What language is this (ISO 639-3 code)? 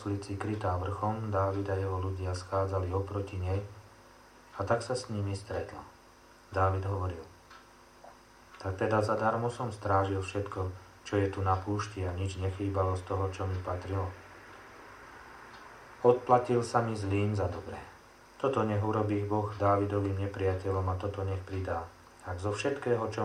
slk